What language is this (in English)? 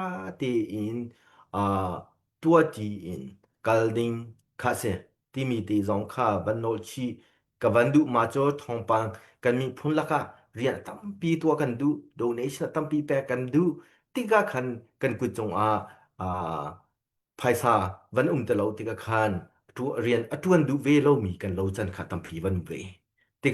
Hakha Chin